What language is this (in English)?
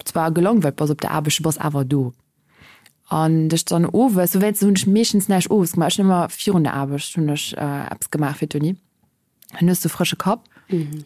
Luxembourgish